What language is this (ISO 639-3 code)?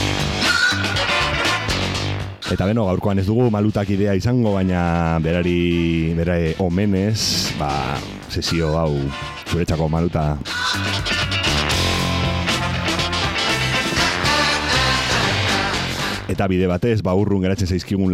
eus